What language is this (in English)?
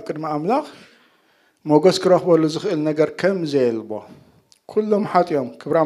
Tigrinya